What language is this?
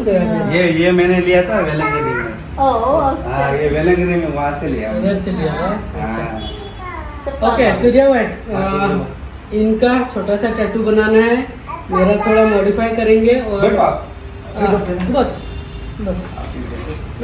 Konkani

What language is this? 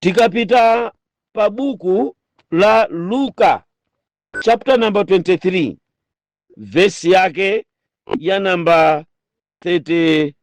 Nyanja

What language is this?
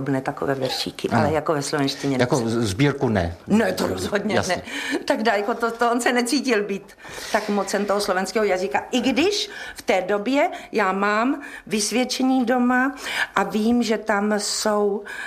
Czech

